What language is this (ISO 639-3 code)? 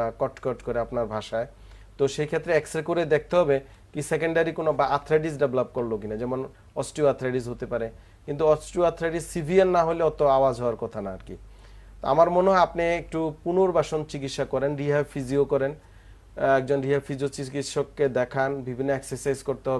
ben